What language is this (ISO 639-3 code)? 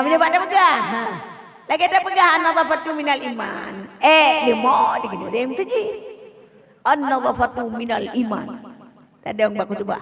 ace